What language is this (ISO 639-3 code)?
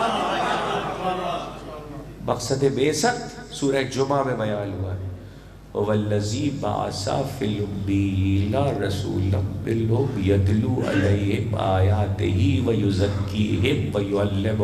urd